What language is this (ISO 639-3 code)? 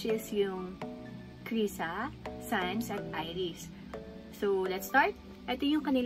fil